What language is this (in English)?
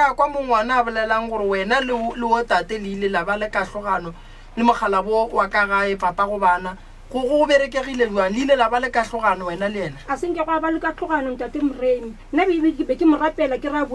Northern Sotho